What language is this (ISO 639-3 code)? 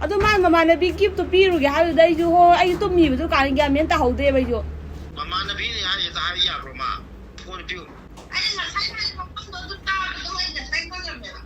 mni